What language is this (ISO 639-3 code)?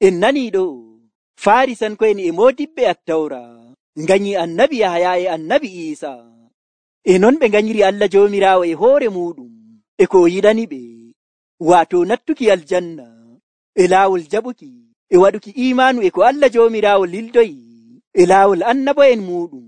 fuv